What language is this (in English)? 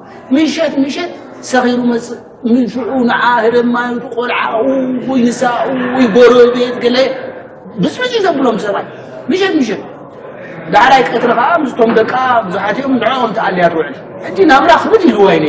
Tigrinya